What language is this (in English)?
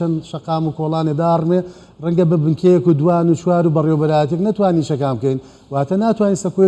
Central Kurdish